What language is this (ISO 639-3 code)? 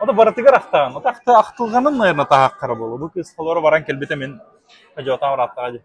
sah